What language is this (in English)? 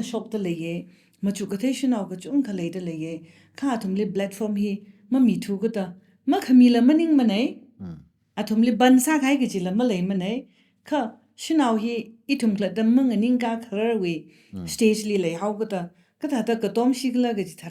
Tangkhul Naga (India)